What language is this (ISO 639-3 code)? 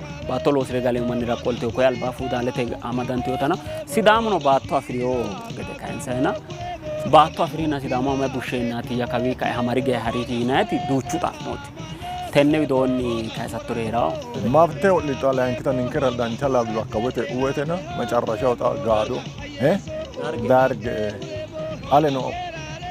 sid